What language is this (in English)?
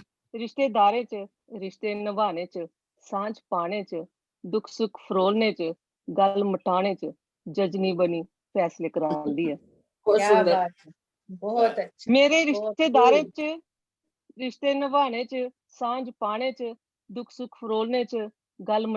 Dogri